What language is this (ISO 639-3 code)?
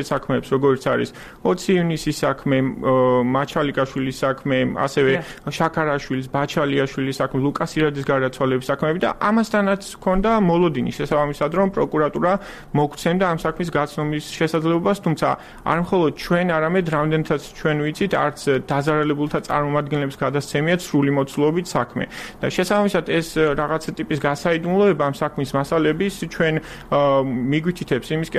kat